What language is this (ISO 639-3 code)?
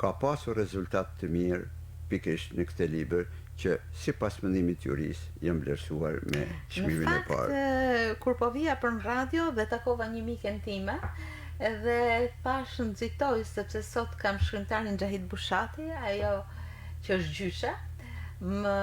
sqi